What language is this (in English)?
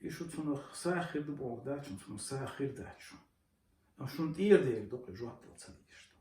Chechen